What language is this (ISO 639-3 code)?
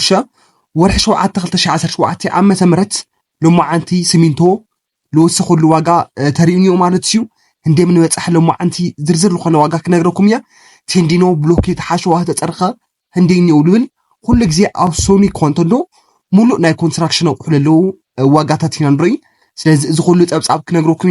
tir